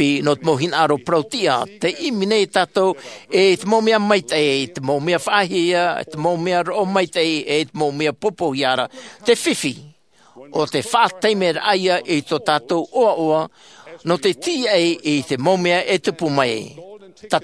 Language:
Tahitian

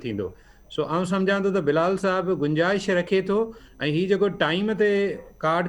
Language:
Sindhi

